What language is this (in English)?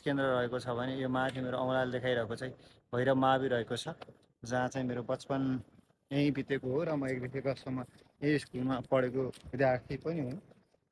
Nepali